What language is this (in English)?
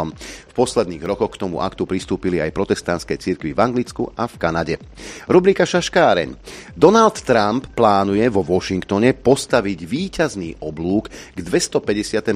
Slovak